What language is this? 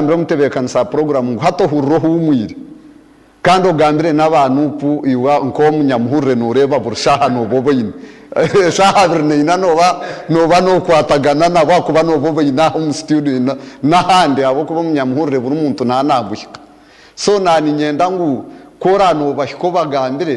Nyankole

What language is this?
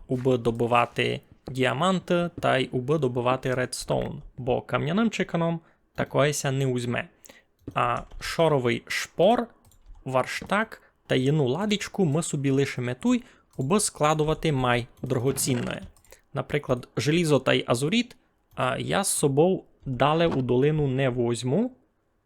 Rusyn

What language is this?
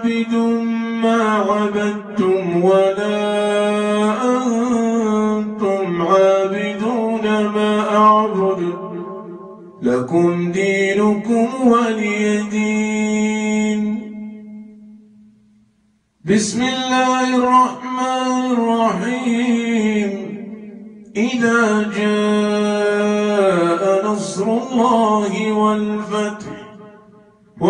Arabic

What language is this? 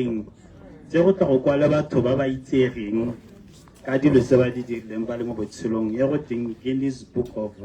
Tswana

